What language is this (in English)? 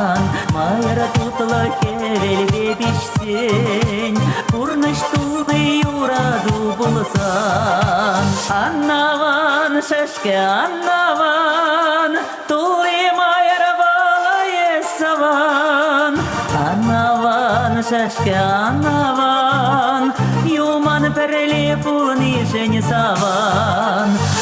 Chuvash